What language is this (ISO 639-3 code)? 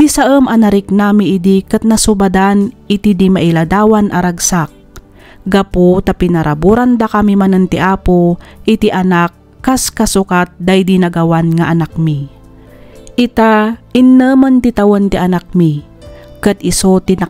ilo